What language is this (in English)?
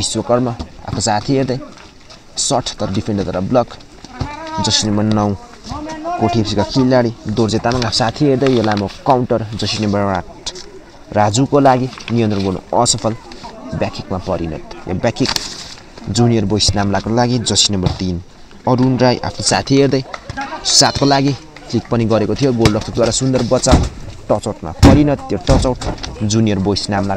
Nepali